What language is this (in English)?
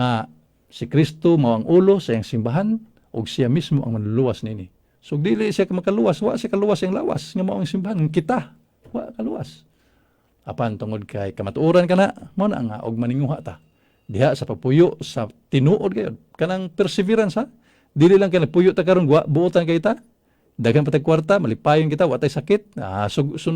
Cebuano